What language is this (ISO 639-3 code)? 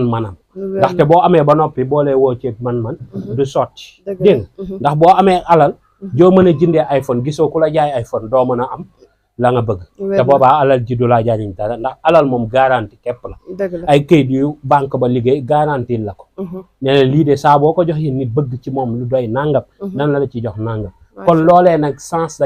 wol